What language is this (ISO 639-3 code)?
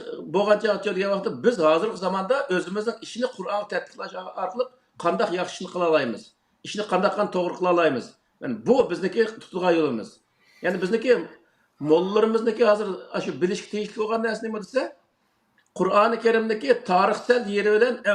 uig